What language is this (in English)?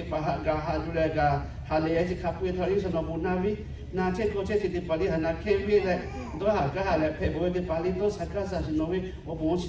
Lahu